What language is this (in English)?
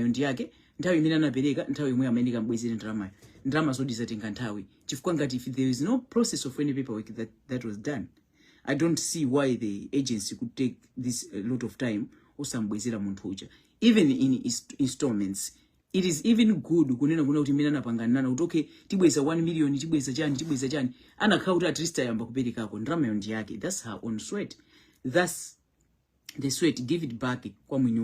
Nyanja